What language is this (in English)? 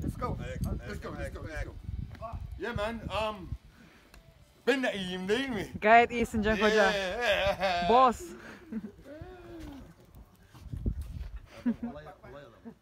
Turkish